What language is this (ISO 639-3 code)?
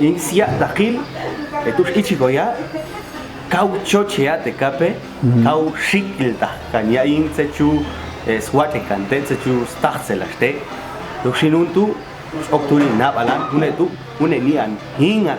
jac